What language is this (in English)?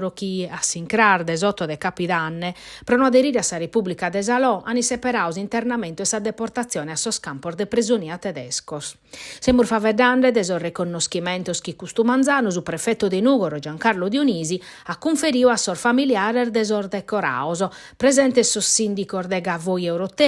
Sardinian